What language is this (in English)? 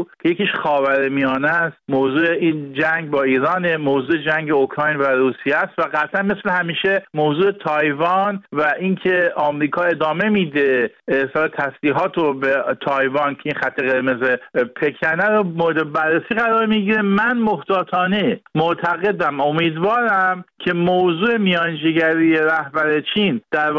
Persian